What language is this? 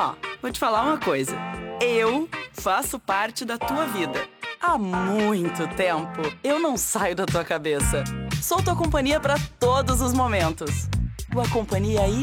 Portuguese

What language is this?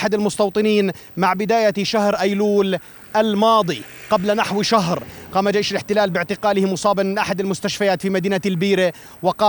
Arabic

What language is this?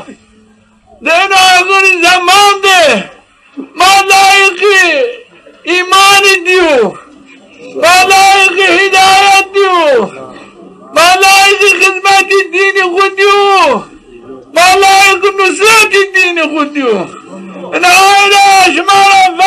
Zaza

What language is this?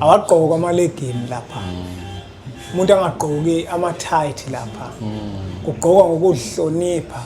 Zulu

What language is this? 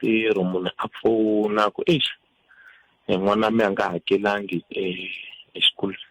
Tsonga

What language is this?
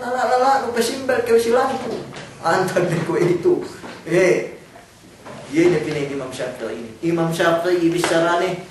Yakan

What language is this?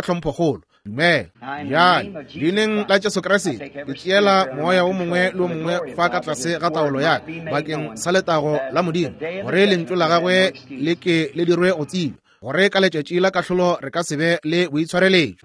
Northern Sotho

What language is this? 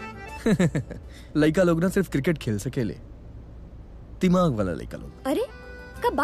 Bhojpuri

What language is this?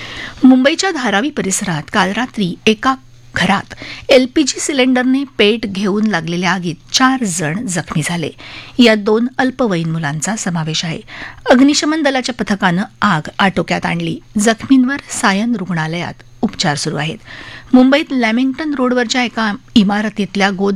Marathi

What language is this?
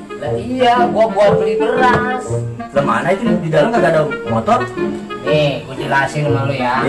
Betawi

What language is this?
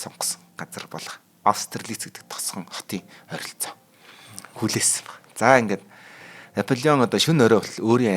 Mongolian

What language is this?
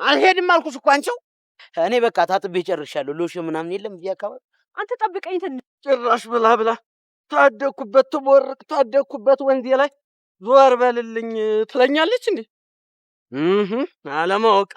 Amharic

